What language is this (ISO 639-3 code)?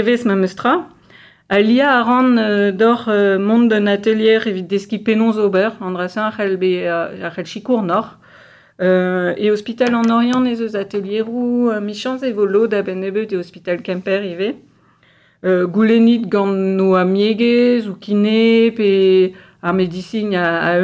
bre